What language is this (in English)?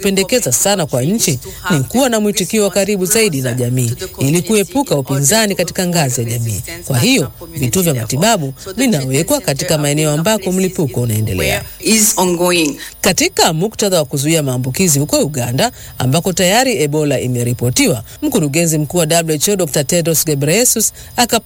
Swahili